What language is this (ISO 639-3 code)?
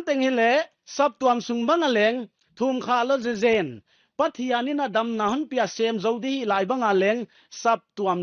pck